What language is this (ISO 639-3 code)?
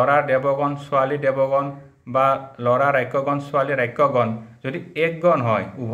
asm